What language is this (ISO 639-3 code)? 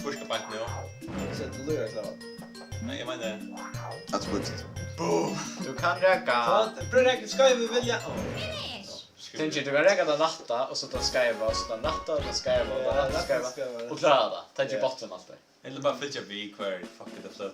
fao